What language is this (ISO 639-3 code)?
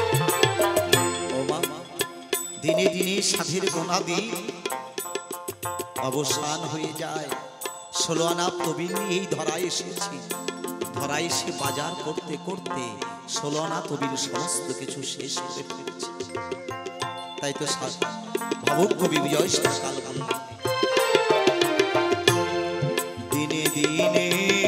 ben